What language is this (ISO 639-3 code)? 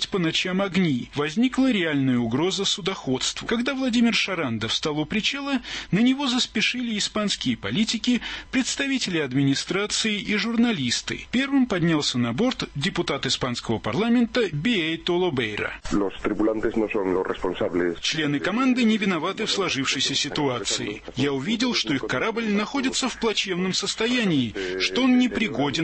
rus